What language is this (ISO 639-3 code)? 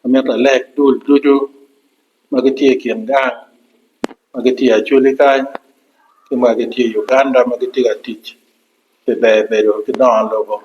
ach